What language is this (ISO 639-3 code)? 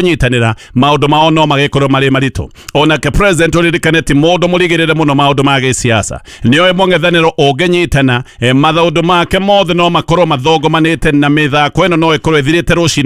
kik